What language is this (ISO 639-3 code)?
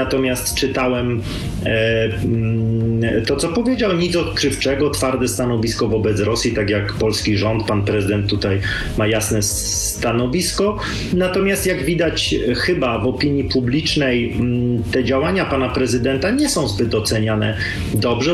pol